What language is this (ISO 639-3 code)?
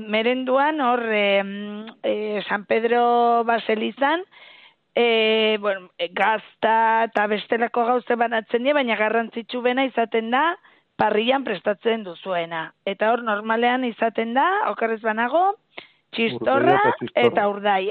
eus